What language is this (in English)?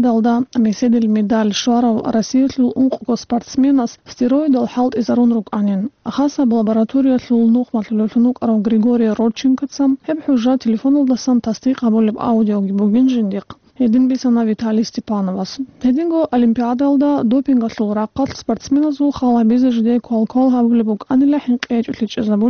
Avaric